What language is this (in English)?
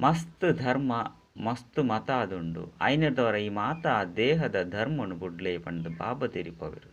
Tulu